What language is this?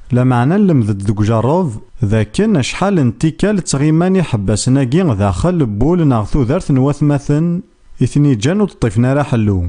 Kabyle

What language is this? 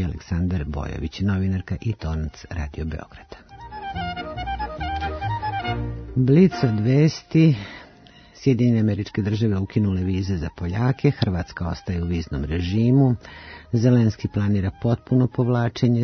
Serbian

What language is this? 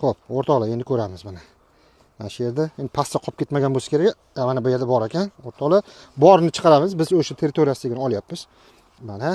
Uzbek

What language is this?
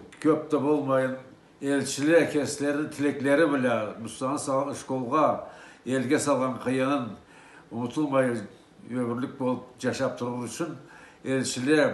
Karachay-Balkar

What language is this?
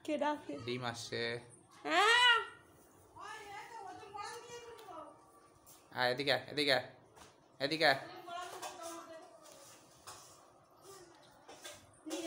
Bangla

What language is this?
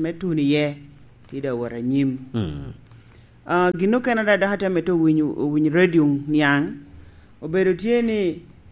Lango (Uganda)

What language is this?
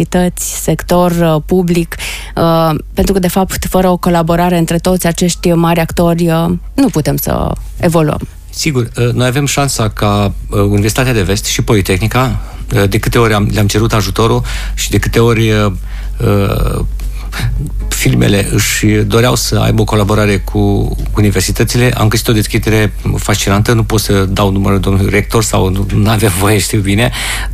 Romanian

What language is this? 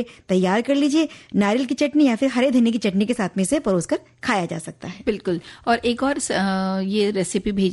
Hindi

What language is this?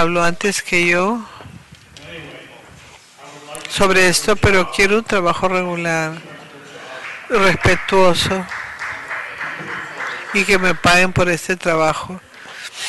Spanish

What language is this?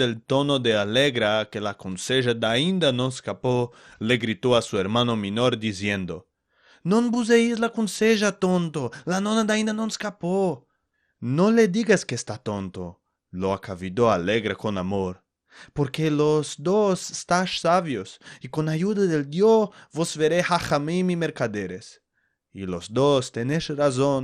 Ladino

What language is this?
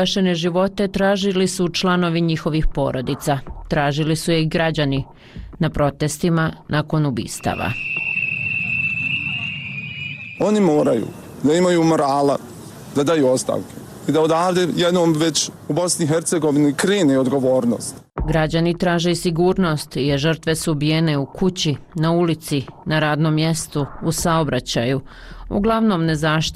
Bosnian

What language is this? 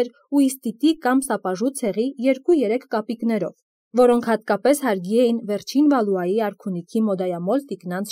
Armenian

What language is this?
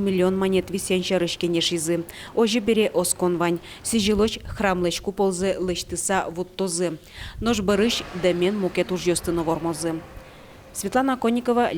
Udmurt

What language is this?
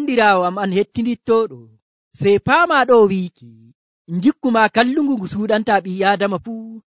Nigerian Fulfulde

